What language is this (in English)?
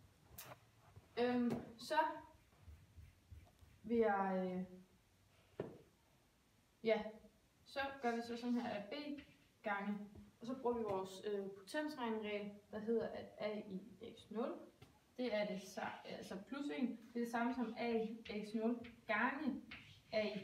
Danish